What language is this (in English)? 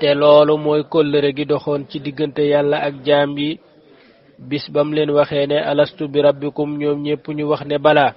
Wolof